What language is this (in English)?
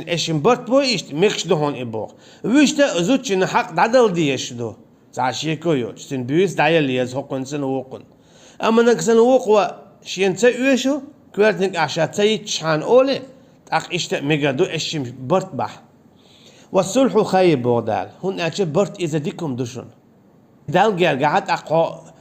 Chechen